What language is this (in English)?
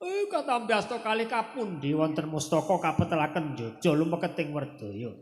Javanese